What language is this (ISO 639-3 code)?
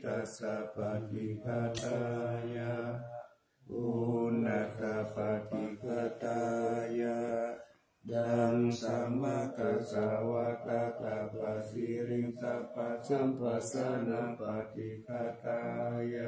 pli